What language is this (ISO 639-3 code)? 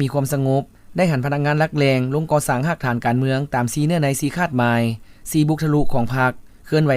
lao